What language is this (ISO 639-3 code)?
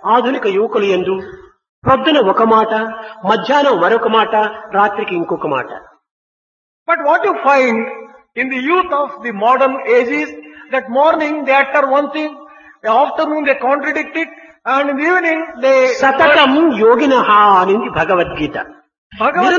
tel